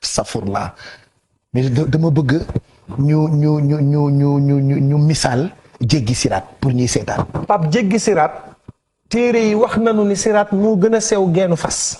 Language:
Wolof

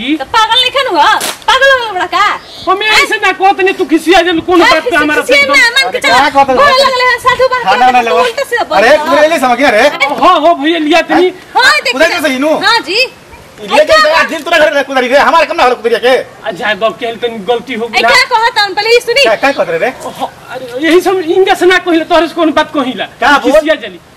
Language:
Bhojpuri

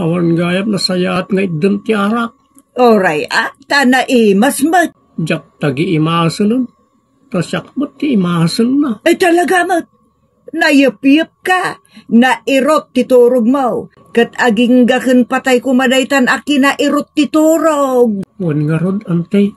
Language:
Iloko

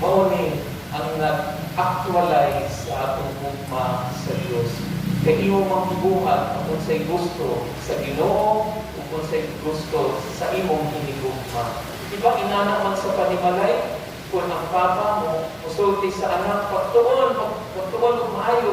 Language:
Cebuano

